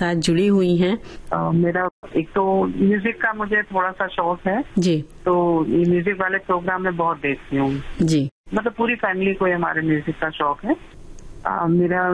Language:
Hindi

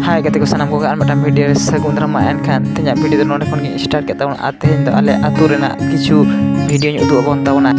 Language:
Santali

